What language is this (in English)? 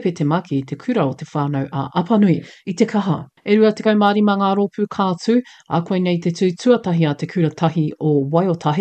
Māori